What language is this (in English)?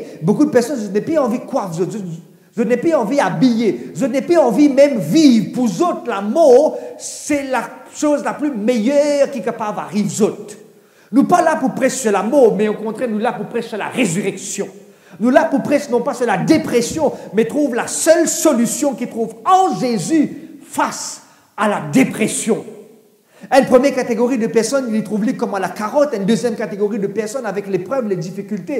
Morisyen